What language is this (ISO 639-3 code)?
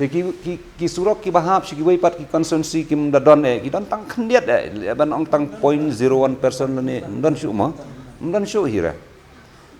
kha